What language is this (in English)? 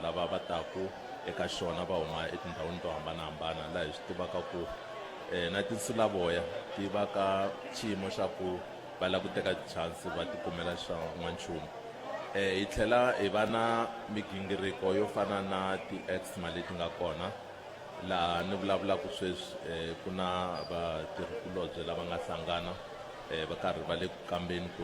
Tsonga